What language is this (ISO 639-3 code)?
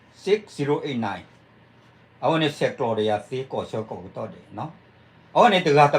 ksw